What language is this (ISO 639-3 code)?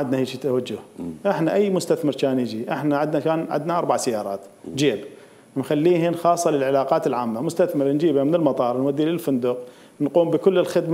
acm